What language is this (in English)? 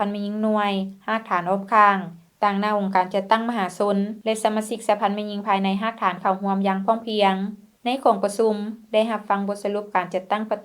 Lao